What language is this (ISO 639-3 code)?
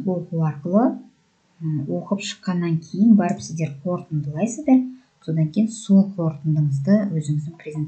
kaz